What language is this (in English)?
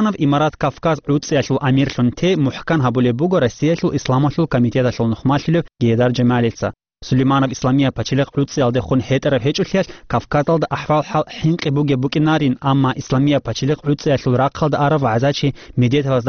Avaric